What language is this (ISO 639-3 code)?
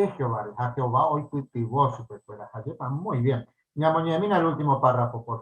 grn